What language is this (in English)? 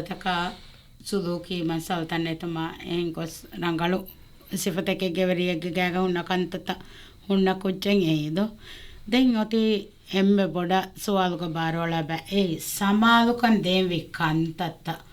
Divehi